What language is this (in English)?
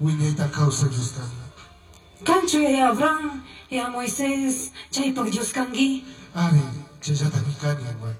Chimborazo Highland Quichua